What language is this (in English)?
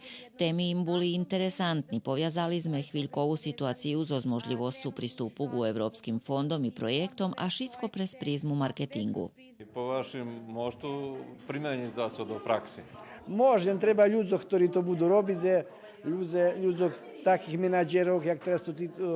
Rusyn